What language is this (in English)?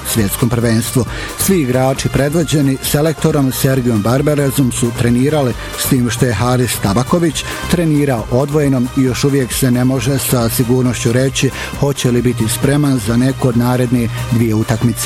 Bosnian